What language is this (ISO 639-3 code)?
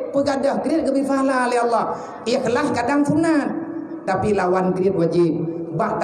ace